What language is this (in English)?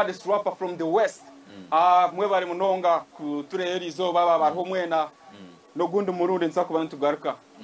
Nyankole